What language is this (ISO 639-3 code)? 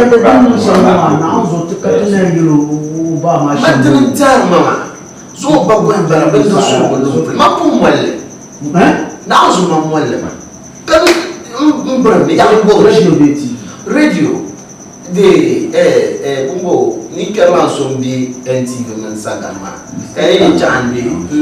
dag